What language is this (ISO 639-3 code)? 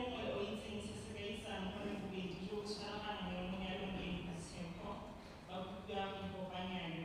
tsn